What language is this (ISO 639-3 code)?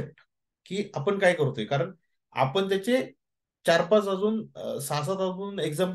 mar